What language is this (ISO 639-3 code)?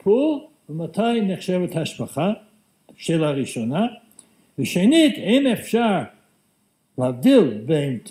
heb